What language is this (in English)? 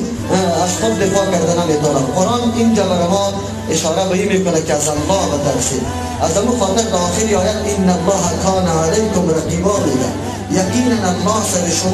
Persian